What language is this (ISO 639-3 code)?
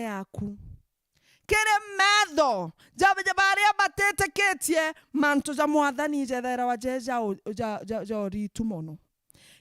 mer